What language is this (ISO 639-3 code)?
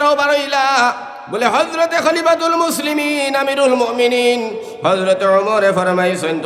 syl